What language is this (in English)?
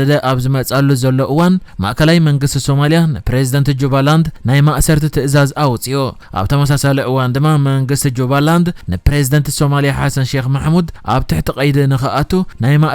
Tigrinya